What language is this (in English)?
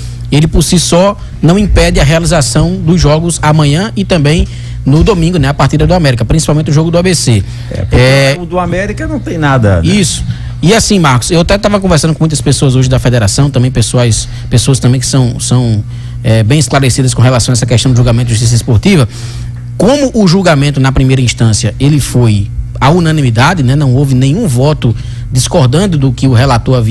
Portuguese